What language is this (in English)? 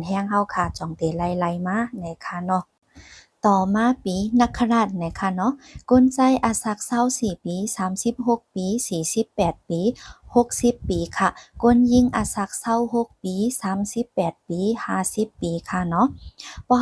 Shan